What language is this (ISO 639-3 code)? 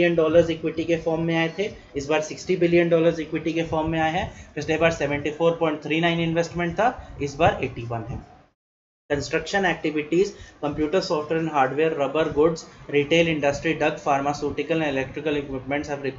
hin